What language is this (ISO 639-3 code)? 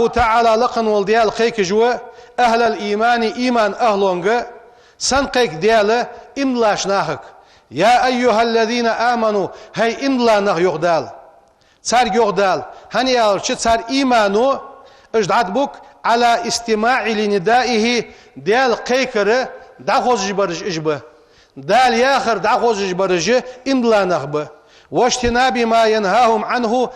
inh